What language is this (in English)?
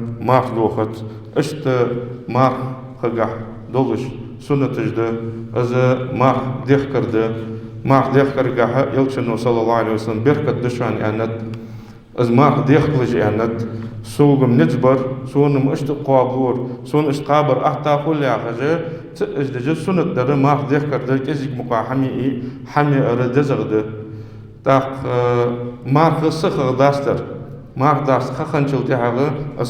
Ingush